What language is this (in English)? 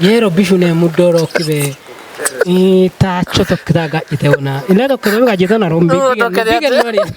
Kafa